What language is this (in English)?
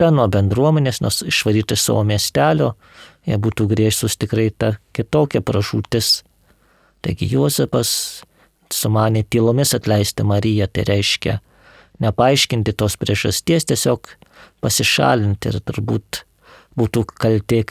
Lithuanian